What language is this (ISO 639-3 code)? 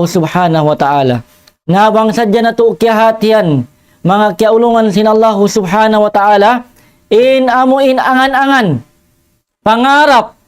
tsg